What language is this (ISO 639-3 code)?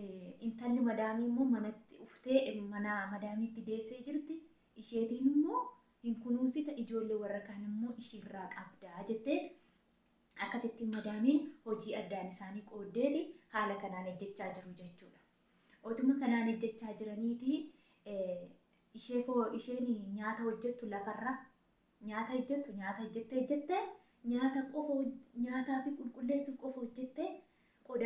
orm